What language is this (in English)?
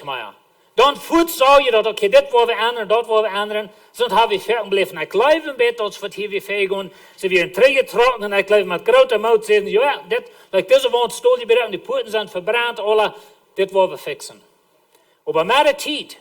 Plautdietsch